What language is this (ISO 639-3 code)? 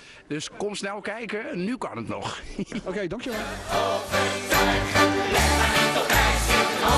nld